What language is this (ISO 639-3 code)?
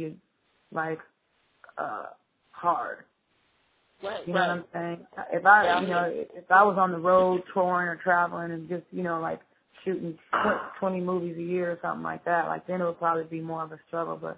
eng